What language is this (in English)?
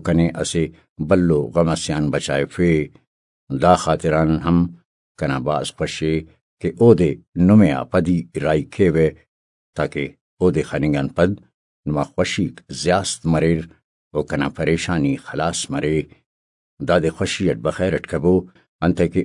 Brahui